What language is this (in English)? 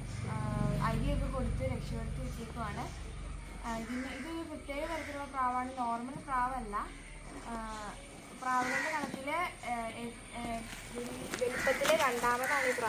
Malayalam